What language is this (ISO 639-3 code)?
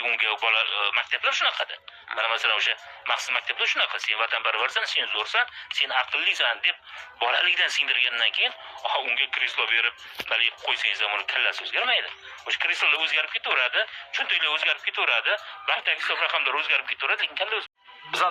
uzb